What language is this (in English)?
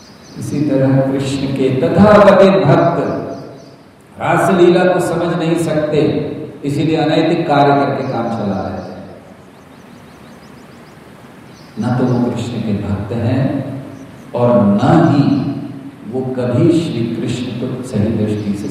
Hindi